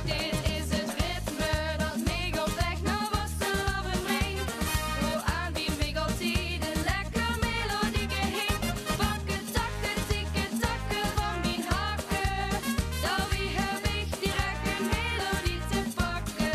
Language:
Limburgish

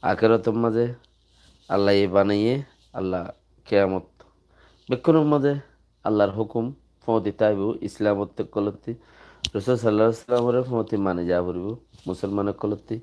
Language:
Rohingya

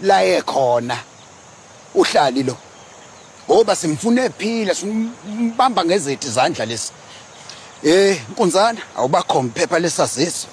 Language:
Zulu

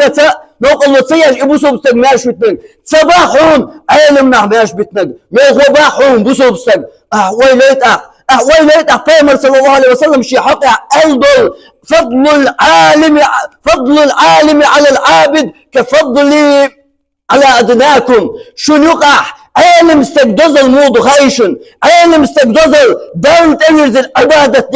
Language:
Chechen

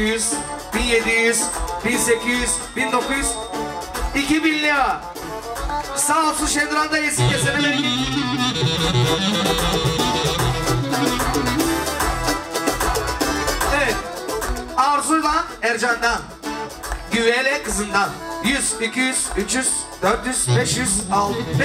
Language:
Turkish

